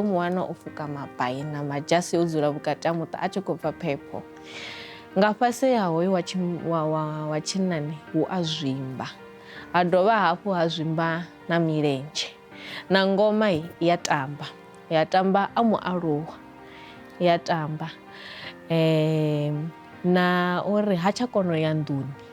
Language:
Venda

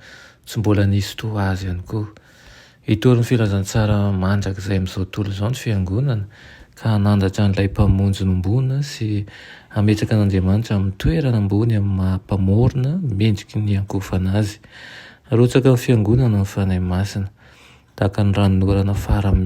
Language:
Malagasy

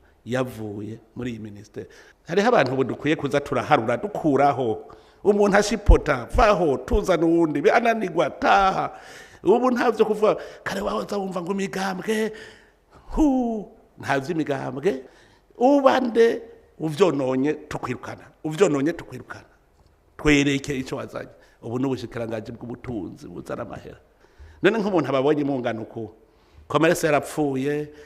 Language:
Rundi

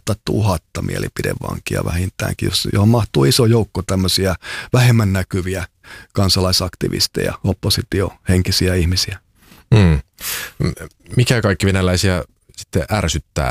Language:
Finnish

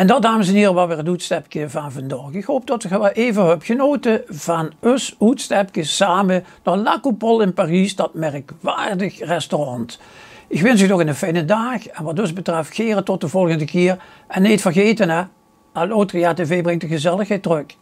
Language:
Limburgish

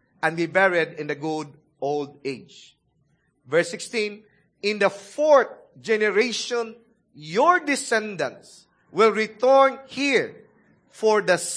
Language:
Cebuano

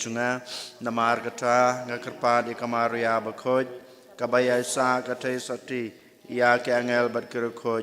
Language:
Khasi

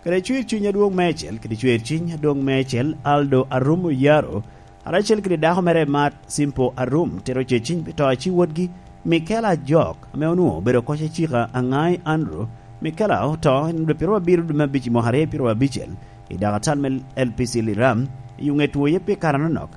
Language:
Lango (Uganda)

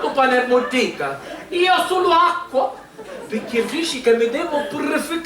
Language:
Sicilian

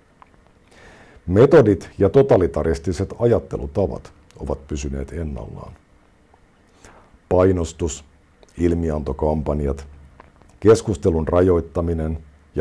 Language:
Finnish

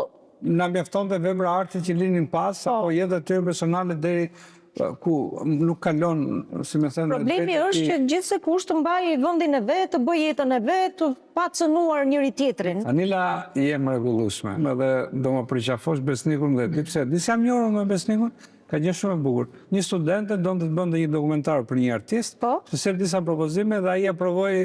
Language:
Albanian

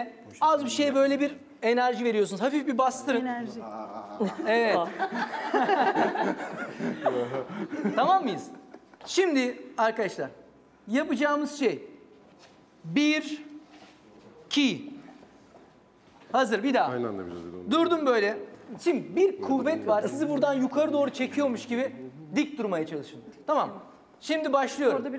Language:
Turkish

